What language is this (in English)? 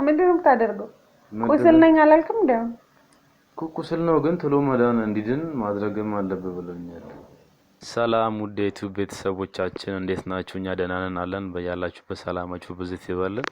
Amharic